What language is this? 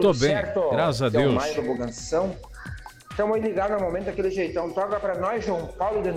Portuguese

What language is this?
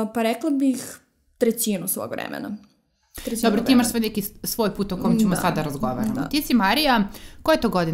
Serbian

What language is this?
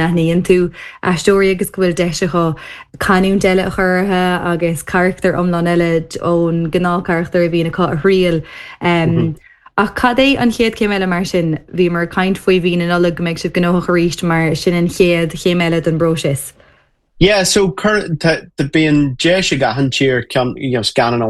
Irish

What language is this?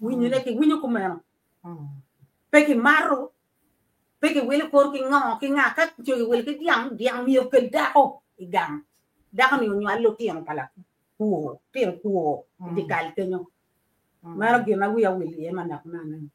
Acoli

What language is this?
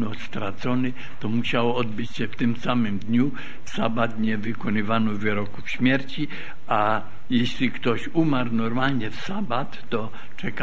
Polish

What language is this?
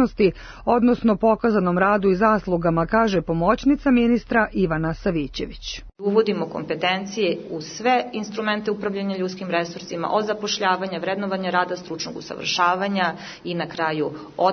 Serbian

